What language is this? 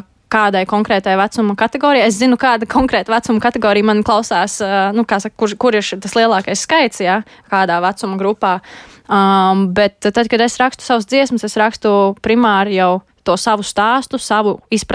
Latvian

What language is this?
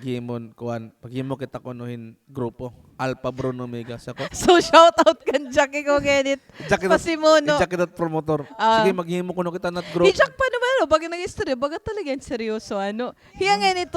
Waray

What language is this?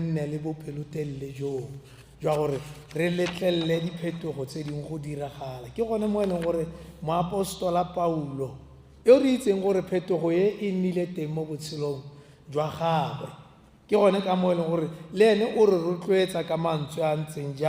Tswana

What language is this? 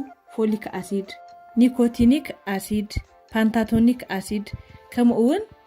Tigrinya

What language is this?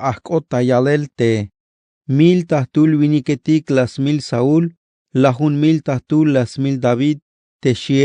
Tzeltal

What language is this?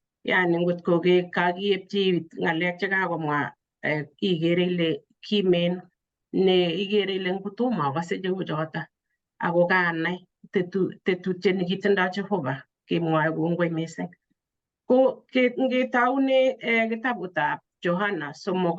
Kalenjin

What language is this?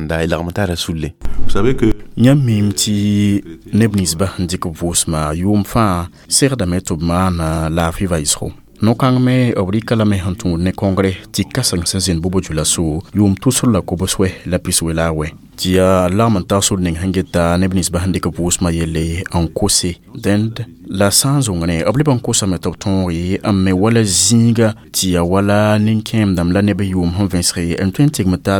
Mossi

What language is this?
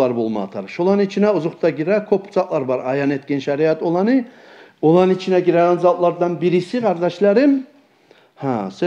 Kumyk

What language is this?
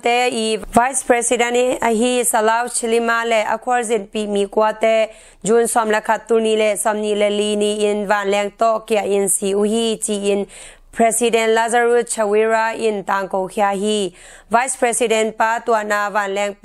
Tedim Chin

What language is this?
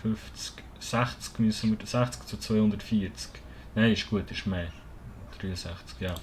Swiss German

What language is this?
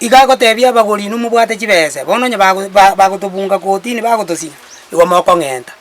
Gusii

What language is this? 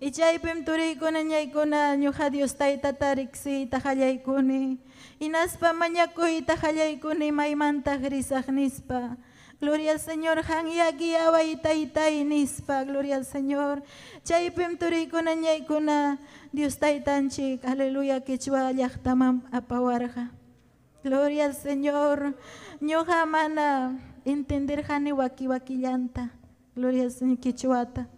Ayacucho Quechua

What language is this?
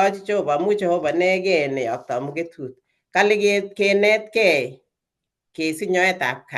Kalenjin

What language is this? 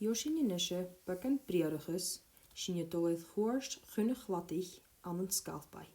Scottish Gaelic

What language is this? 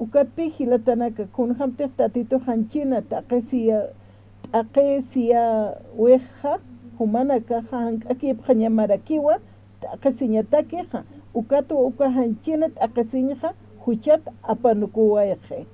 Aymara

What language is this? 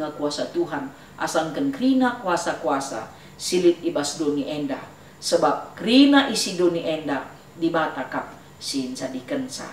Batak Karo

